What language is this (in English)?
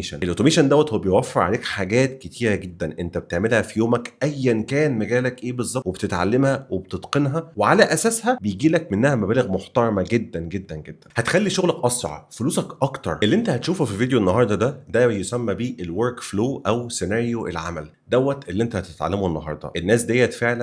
Egyptian Arabic